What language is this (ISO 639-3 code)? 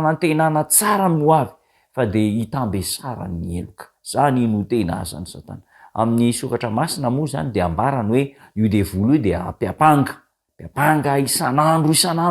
mlg